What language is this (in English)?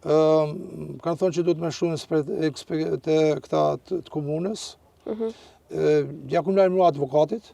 Albanian